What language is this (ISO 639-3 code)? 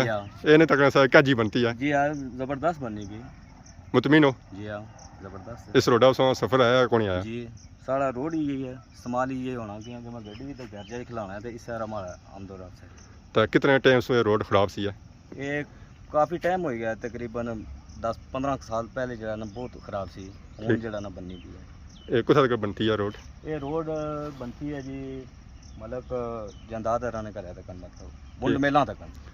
phr